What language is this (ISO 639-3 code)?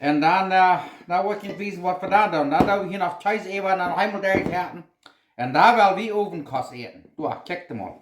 pdt